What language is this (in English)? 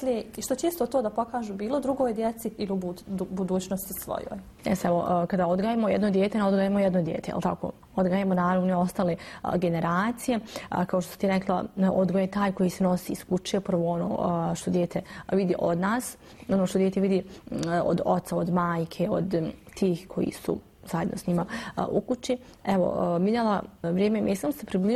Bosnian